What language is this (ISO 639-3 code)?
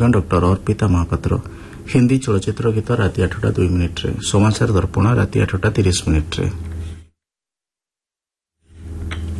ori